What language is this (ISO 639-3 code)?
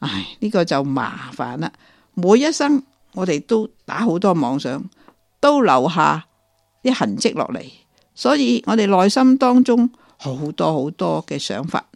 yue